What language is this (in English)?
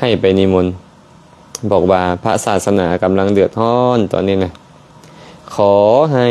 Lao